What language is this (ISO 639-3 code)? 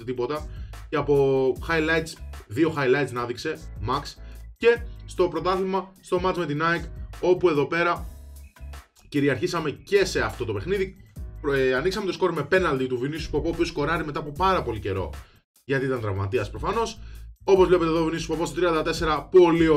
ell